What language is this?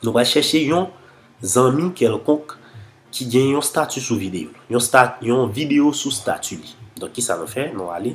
Haitian Creole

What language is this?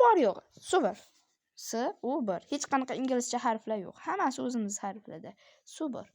Uzbek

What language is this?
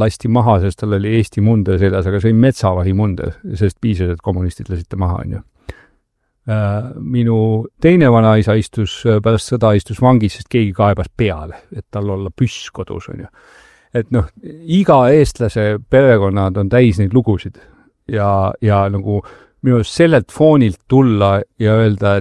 Estonian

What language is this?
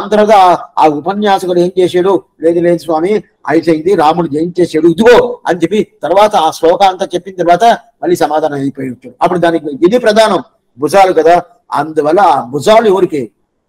Telugu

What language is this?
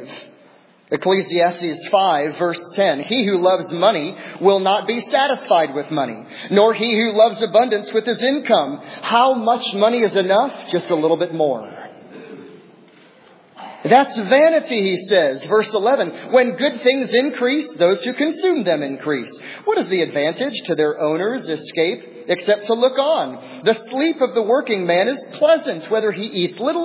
English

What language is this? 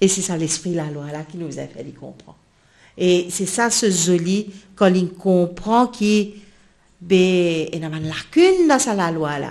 Morisyen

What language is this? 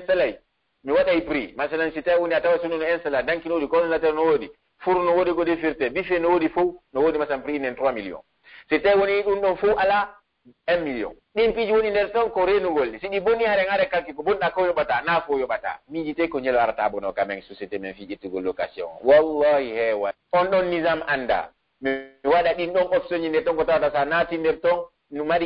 Pular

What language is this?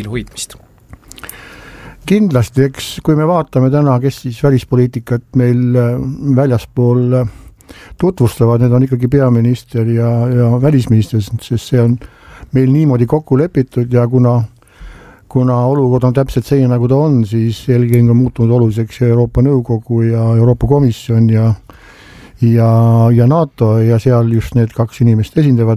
Estonian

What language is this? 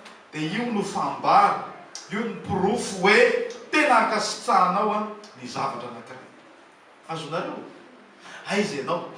Malagasy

